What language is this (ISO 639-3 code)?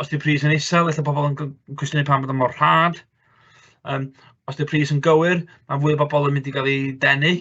cym